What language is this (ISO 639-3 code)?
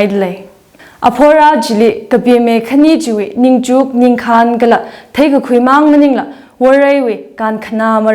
nmf